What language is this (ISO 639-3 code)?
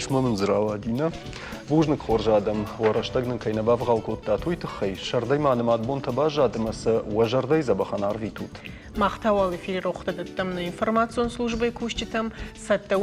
oss